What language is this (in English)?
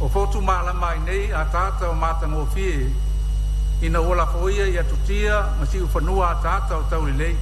Samoan